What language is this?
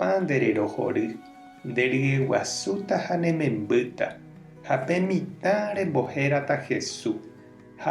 Guarani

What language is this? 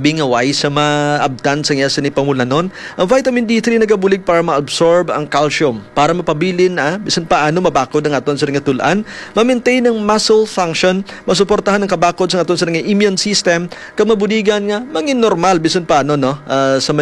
Hiligaynon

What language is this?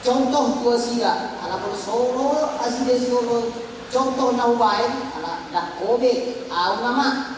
Batak Toba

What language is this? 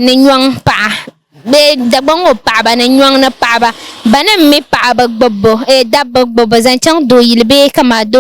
Dagbani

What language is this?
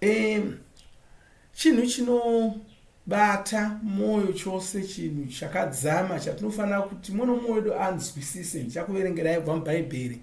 Shona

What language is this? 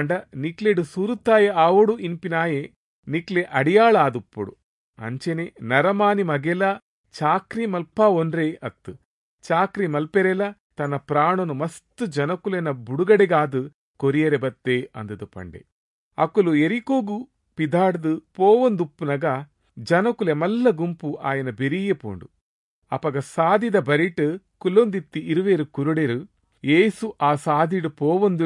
Tulu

